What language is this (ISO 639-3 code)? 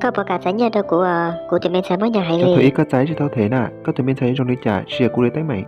hmn